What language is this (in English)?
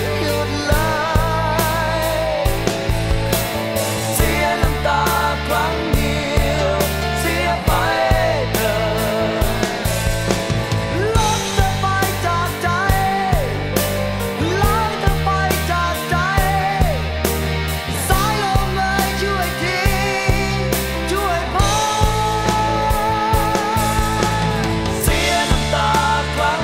Thai